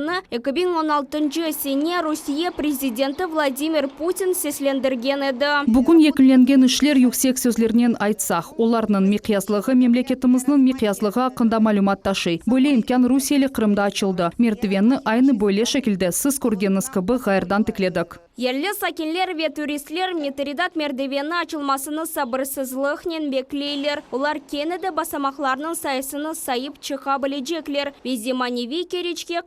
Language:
Crimean Tatar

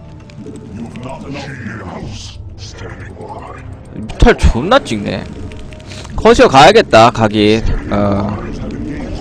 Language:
Korean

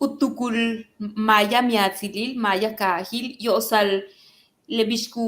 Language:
Yucateco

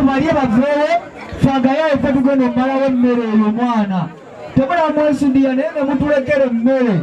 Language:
Ganda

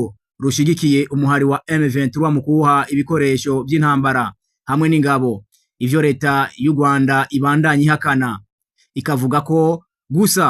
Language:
Rundi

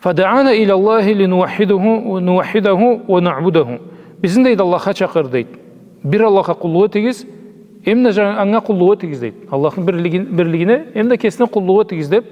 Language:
Karachay-Balkar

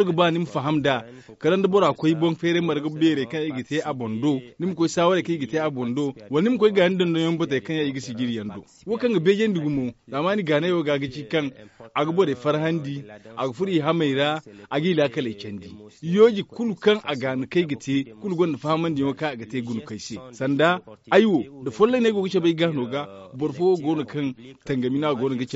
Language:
Zarma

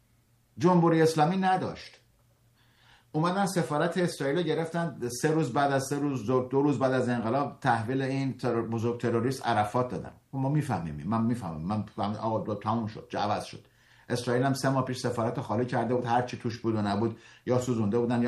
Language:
Persian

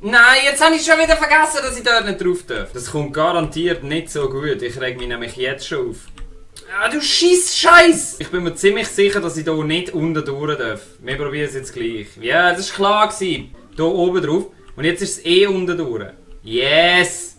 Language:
Swiss German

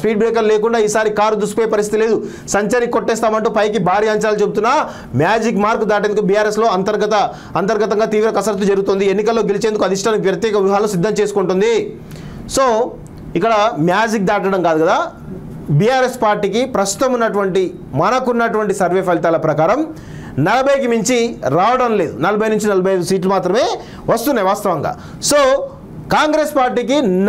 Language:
Telugu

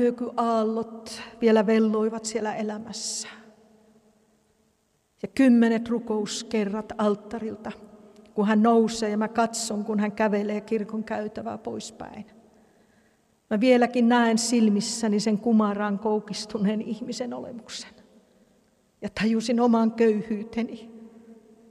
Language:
Finnish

